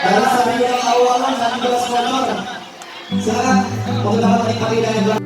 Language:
Betawi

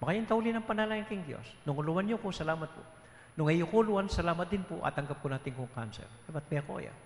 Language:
Pampanga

